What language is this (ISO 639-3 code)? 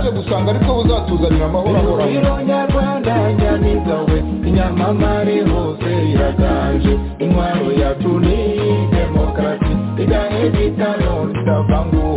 kin